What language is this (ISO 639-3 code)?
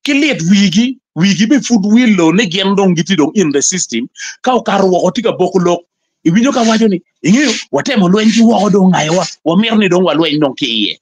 ach